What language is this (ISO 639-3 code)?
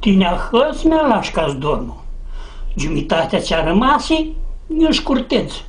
rup